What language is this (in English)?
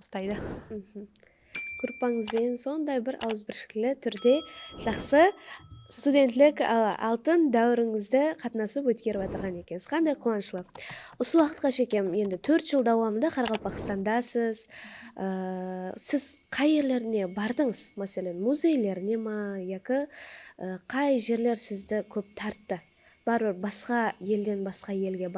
Kara-Kalpak